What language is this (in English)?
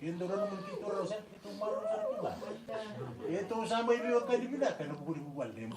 Fijian